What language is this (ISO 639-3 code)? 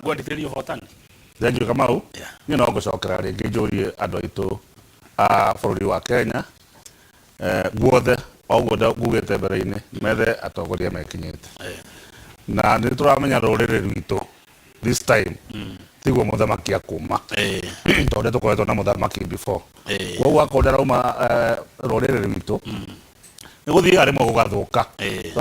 kik